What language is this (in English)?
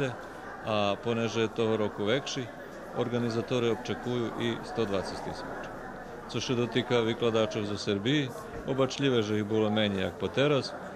Rusyn